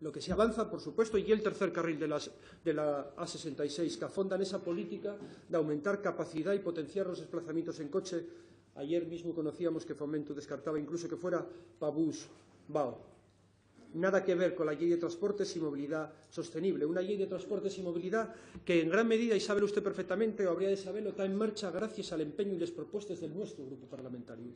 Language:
Asturian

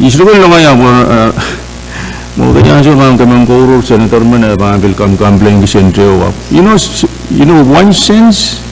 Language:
Pohnpeian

